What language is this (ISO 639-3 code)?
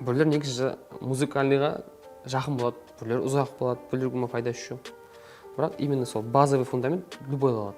kaa